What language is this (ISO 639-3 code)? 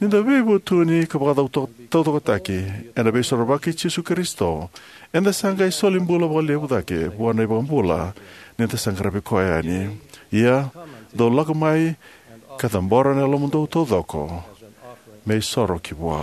fij